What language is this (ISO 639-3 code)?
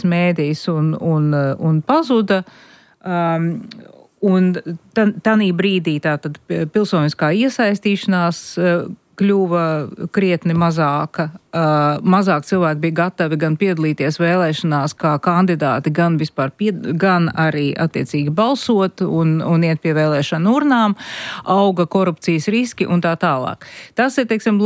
lav